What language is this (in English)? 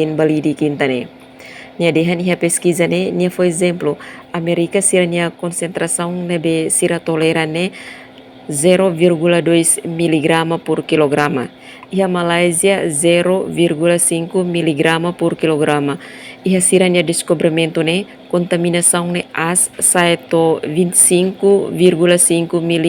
Tetum